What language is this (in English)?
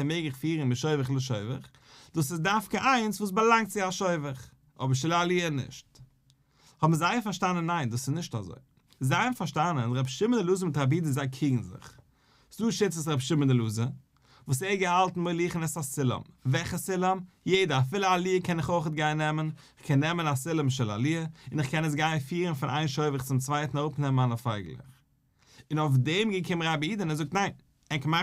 Yiddish